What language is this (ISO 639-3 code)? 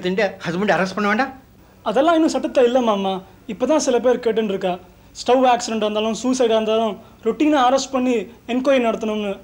tam